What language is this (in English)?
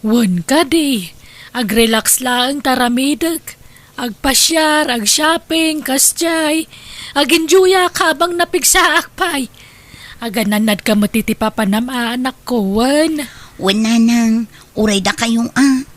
Iloko